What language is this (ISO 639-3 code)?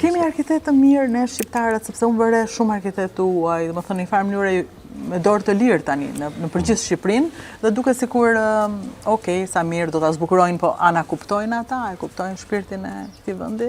sqi